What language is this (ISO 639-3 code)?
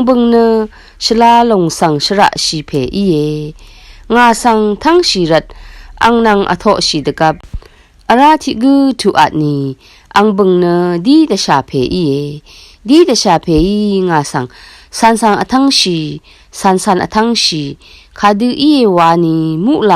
raw